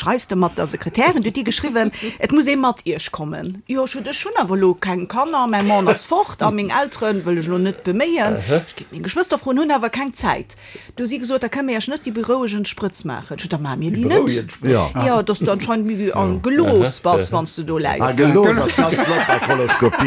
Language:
Luxembourgish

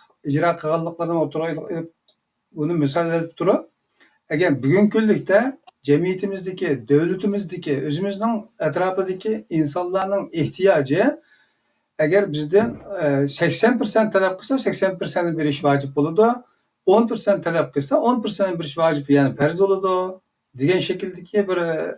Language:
Uyghur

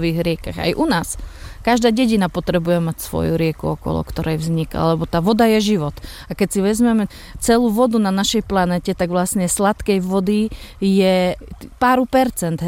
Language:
Slovak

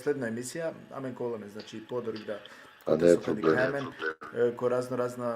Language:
Balkan Romani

